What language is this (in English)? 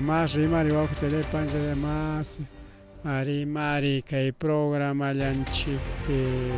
Ayacucho Quechua